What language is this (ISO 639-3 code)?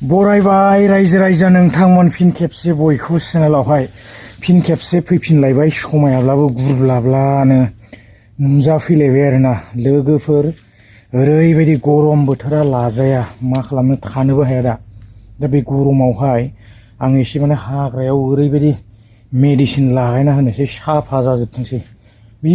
brx